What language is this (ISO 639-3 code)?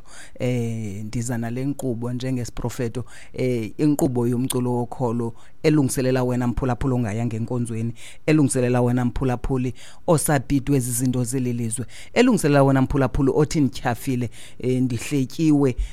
xho